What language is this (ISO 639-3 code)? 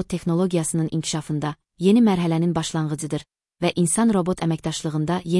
aze